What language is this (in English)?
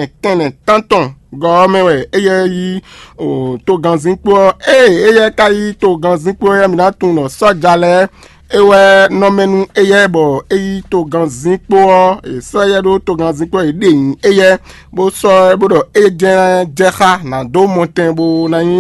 Fon